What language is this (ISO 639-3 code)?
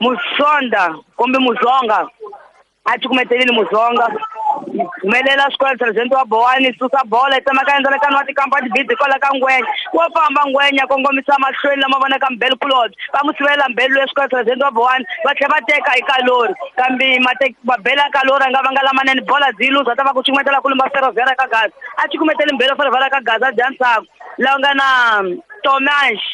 tso